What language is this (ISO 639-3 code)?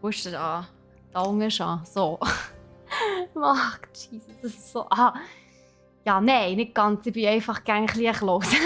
gsw